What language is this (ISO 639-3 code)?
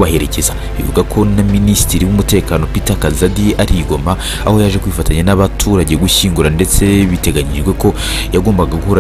kin